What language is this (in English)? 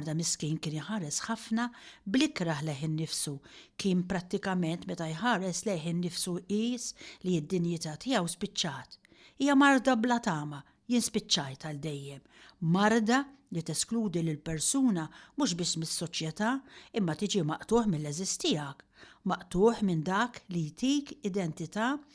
Maltese